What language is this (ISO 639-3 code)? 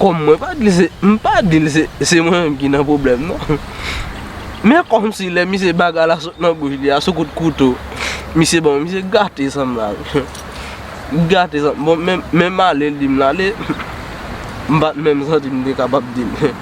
hat